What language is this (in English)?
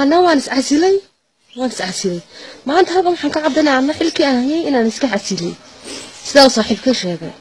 Somali